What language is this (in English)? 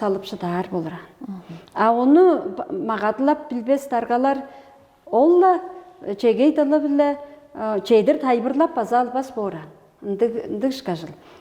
Tuvinian